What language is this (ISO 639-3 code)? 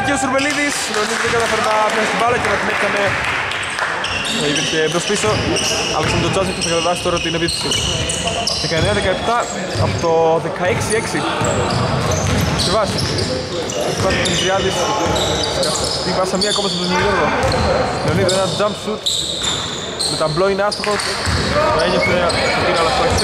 ell